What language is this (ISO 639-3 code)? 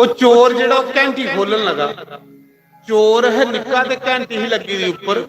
doi